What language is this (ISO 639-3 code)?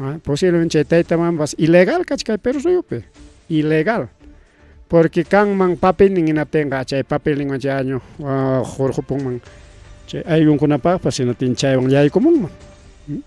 quy